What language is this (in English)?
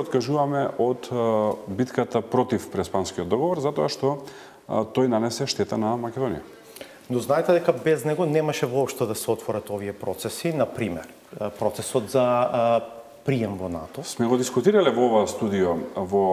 Macedonian